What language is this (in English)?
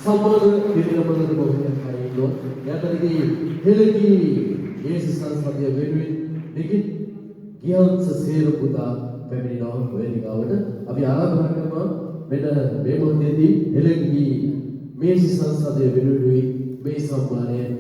Sinhala